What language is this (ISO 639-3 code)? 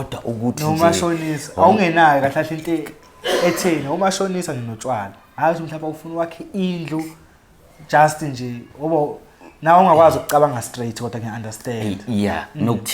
zul